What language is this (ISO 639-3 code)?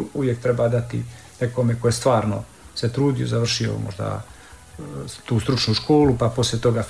hrv